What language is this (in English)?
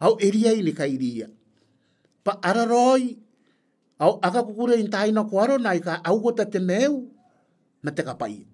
Gilbertese